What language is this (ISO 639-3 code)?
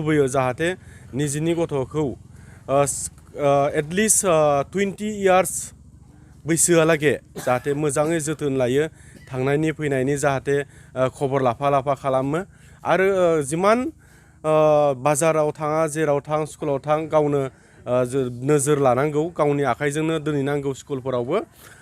brx